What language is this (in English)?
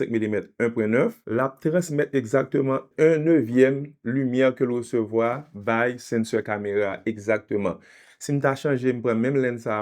Haitian Creole